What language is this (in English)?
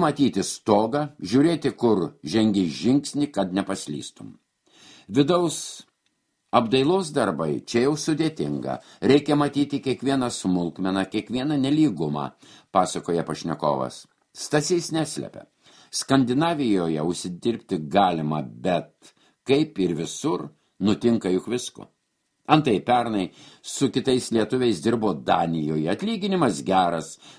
Lithuanian